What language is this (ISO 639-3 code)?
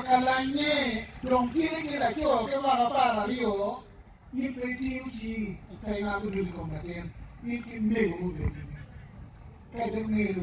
ach